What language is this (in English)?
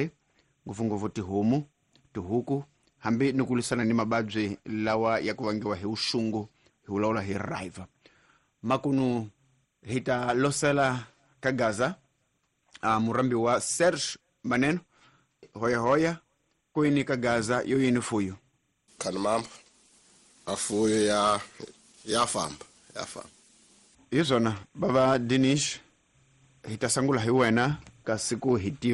Tsonga